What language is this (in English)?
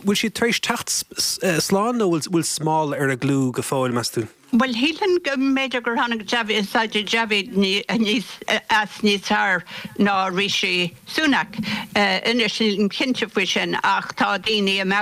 Irish